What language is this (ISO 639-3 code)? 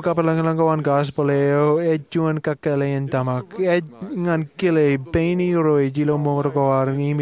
mah